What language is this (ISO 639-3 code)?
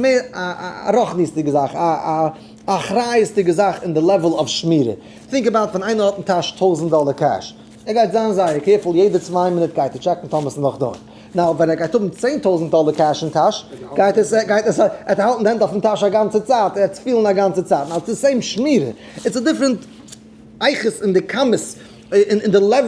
yid